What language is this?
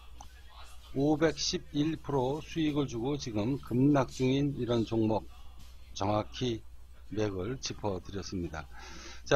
Korean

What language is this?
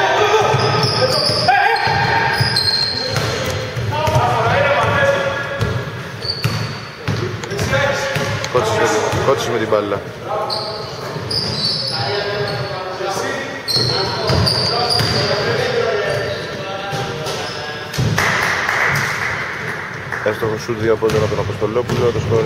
Greek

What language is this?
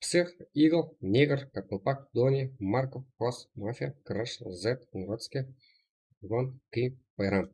Kara-Kalpak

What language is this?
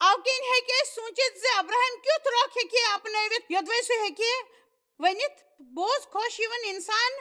Kashmiri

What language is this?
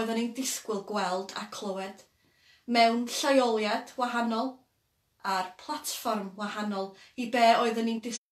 Welsh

